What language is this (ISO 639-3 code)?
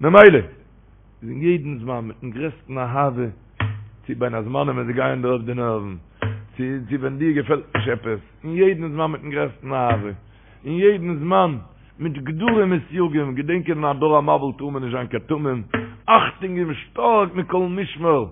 yid